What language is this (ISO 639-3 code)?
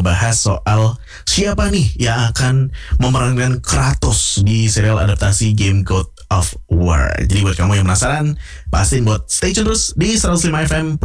ind